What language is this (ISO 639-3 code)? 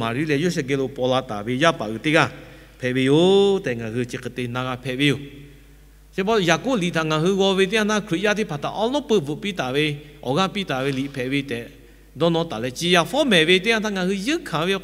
lhu